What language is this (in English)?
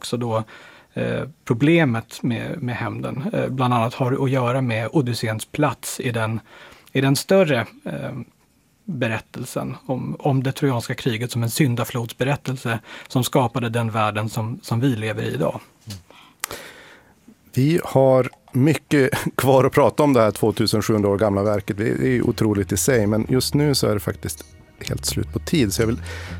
Swedish